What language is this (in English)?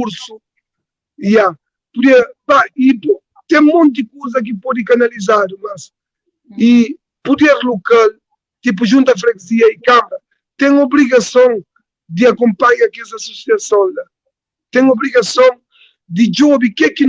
Kabuverdianu